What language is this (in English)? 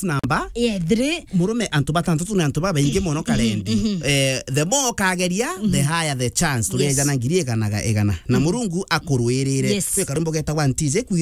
Meru